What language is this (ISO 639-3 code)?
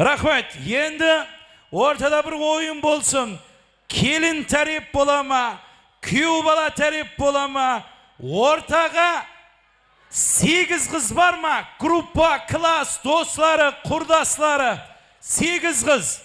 kaa